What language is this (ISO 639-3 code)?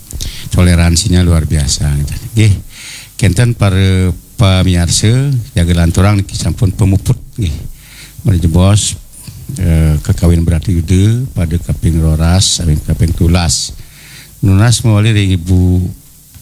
ban